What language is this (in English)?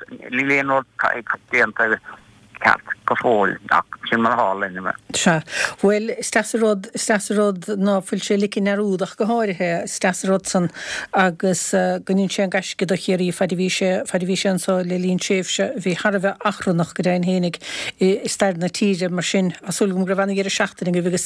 Irish